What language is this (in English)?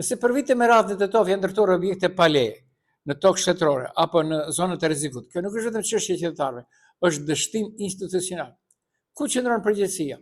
Albanian